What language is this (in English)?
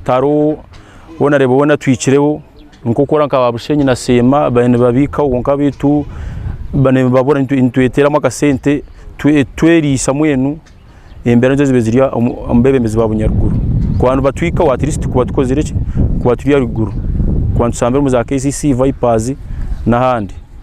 Nyankole